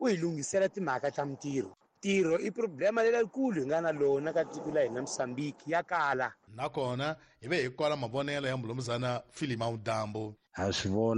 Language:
Tsonga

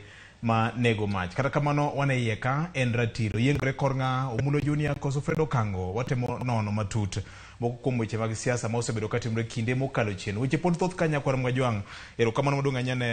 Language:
Luo (Kenya and Tanzania)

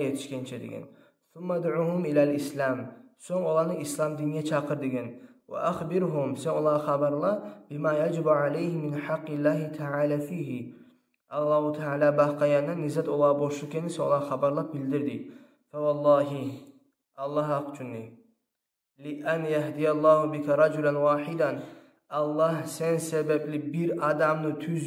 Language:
Kumyk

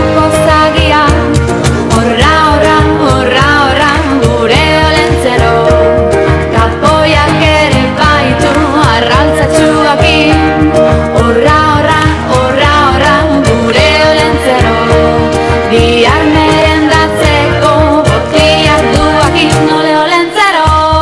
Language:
Basque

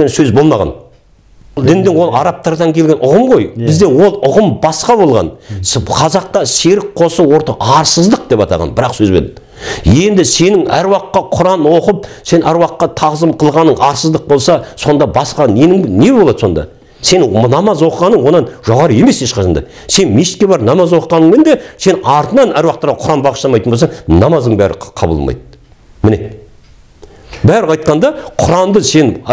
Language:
Kazakh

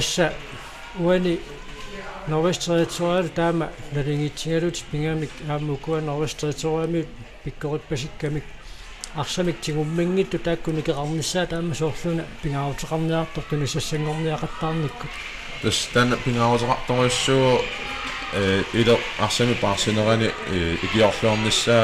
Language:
Kalaallisut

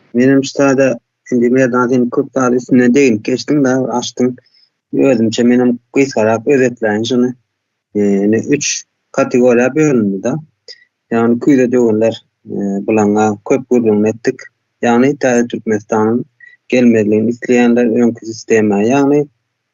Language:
Turkmen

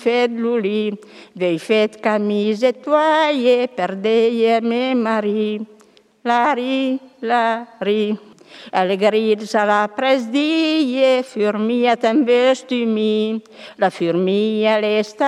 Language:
Catalan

